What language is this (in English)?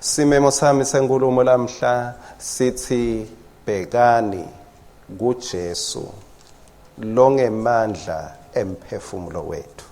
Swati